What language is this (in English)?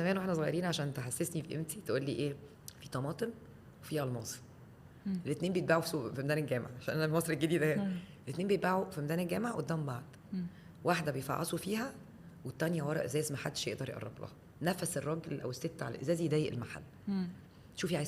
Egyptian Arabic